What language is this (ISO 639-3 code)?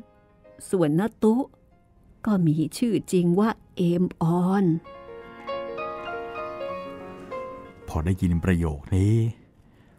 tha